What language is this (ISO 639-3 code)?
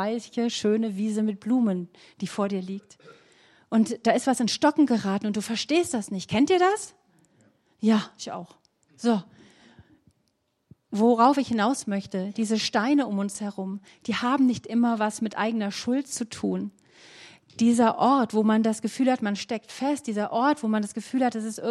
deu